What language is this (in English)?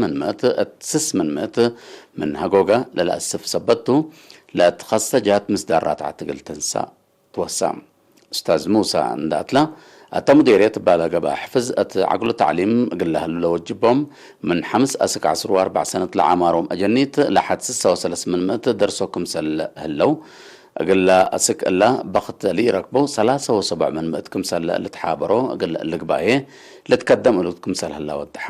Tigre